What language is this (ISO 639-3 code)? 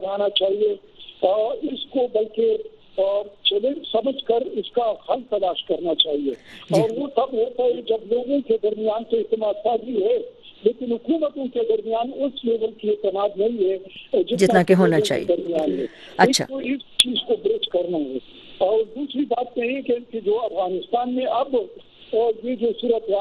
urd